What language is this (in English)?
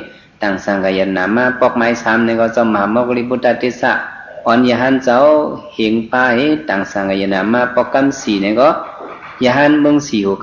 Shan